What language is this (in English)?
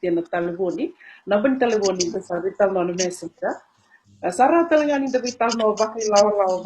Fijian